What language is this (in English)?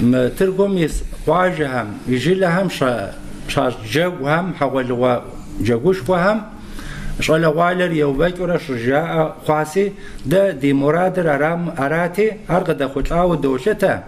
Kabardian